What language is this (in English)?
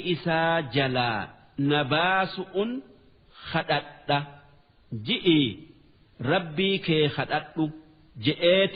Oromo